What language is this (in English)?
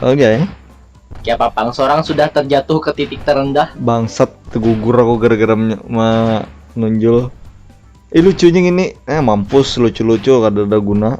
Banjar